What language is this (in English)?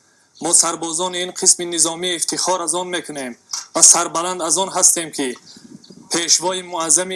Tajik